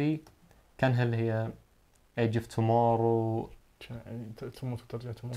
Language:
Najdi Arabic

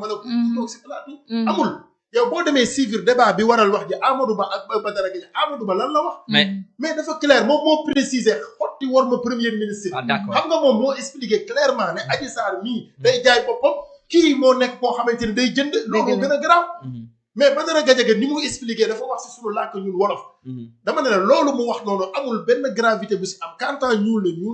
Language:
Wolof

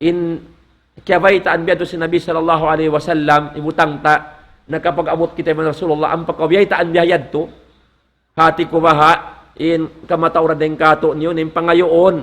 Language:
Tausug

